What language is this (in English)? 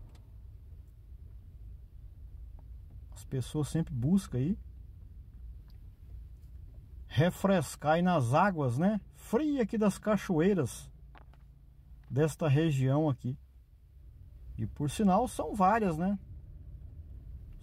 Portuguese